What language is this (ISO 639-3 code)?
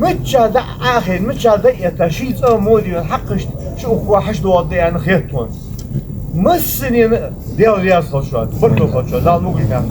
inh